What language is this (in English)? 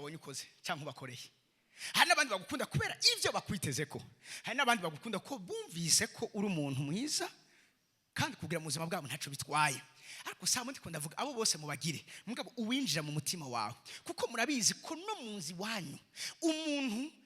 Rundi